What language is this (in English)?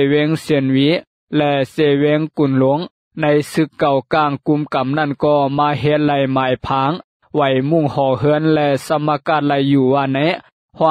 Lao